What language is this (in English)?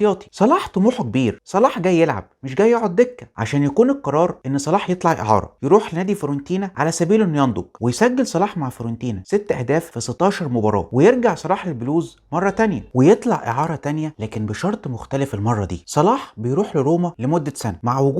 Egyptian Arabic